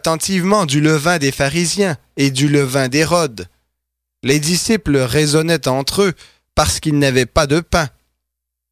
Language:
French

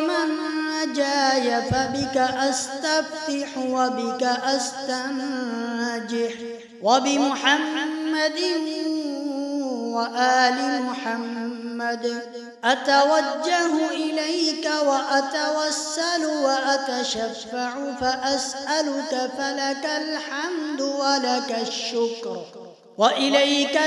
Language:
Arabic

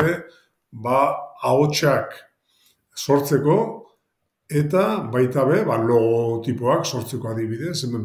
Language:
Basque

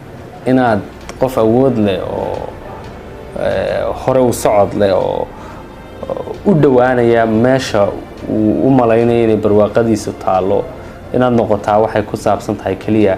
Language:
Somali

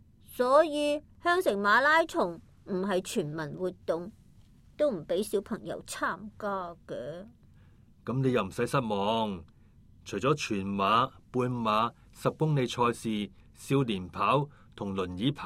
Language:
Cantonese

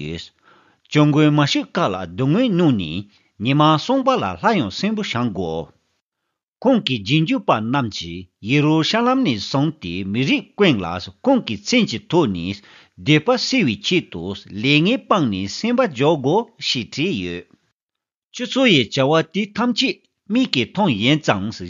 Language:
Tibetan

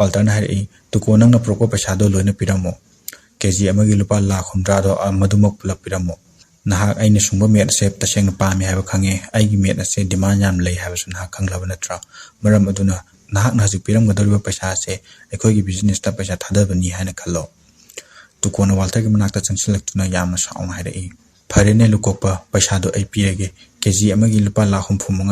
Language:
Manipuri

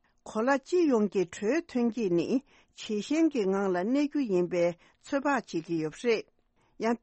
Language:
Tibetan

